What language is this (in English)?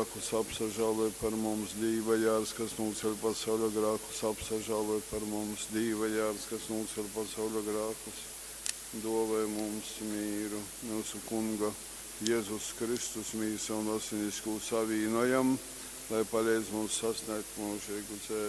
Latgalian